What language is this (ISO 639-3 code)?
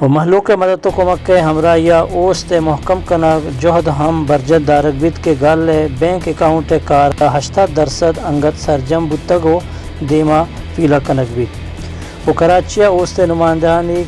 bal